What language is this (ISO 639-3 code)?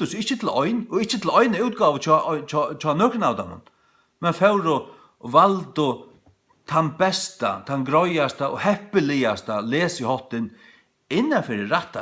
fao